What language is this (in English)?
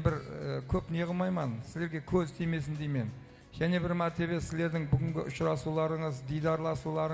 Kara-Kalpak